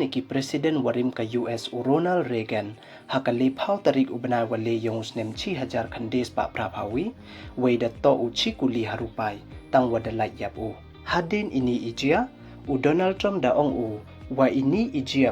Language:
Pnar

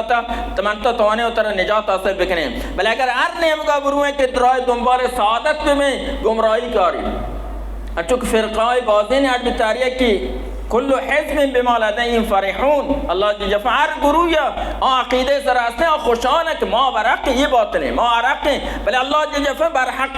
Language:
Baluchi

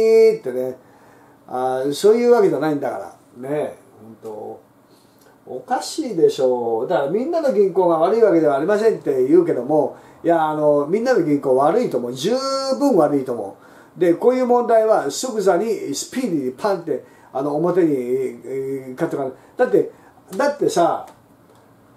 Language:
Japanese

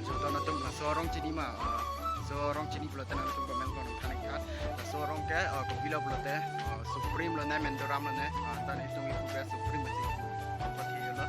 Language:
Karbi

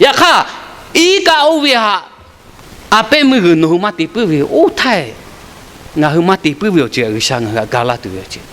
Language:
Lahu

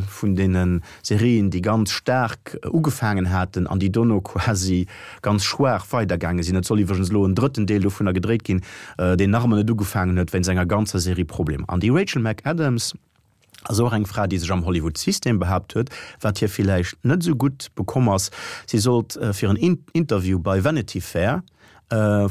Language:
Luxembourgish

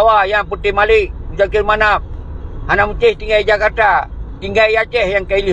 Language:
Achinese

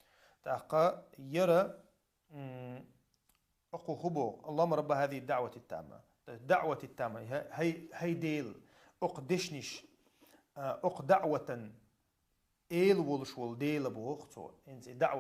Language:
Chechen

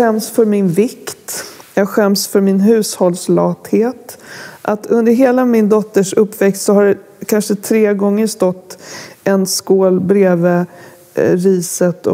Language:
Swedish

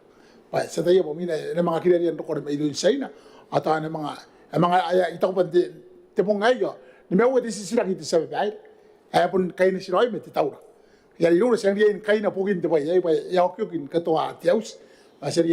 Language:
Gilbertese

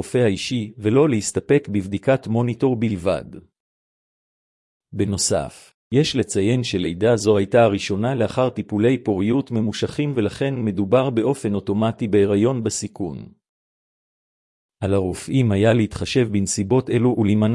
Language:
Hebrew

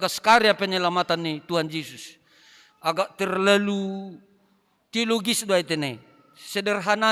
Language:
Batak Simalungun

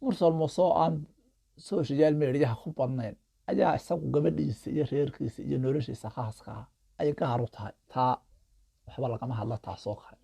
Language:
Somali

